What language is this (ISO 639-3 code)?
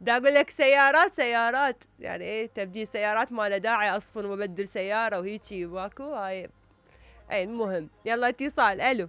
acm